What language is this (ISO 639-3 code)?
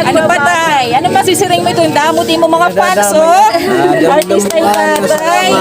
war